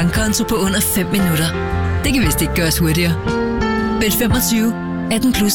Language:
Danish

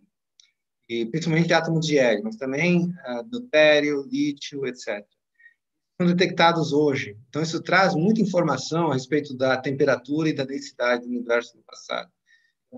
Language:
Portuguese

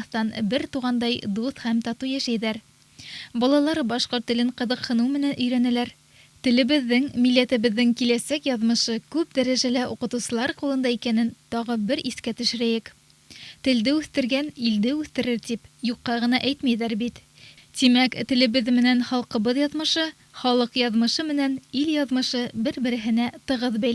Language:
Bashkir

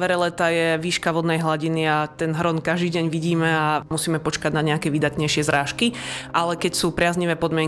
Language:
Slovak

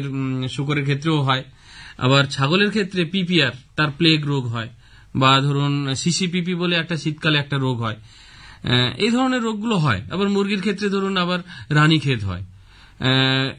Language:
Bangla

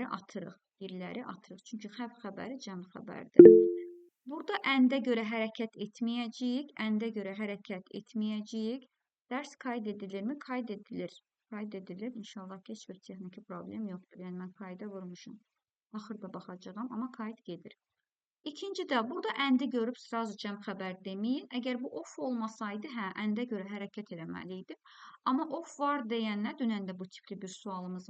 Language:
Azerbaijani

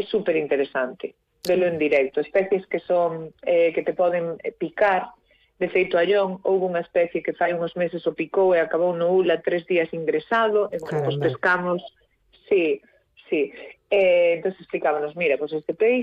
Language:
Galician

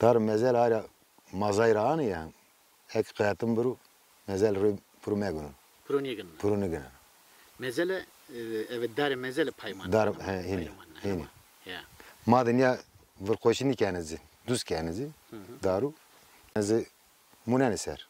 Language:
Zaza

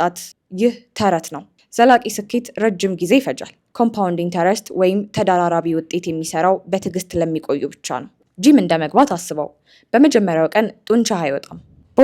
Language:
Amharic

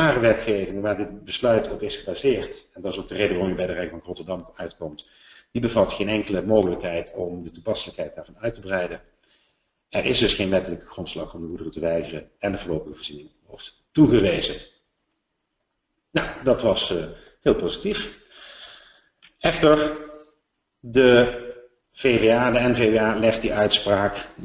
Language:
Dutch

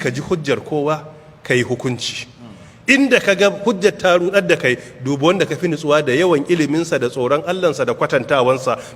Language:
Hausa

